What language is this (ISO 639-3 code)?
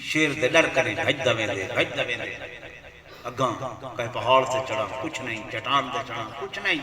skr